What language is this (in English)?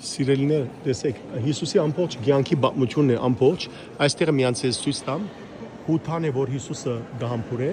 Western Armenian